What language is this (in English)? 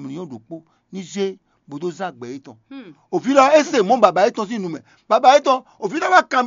Fon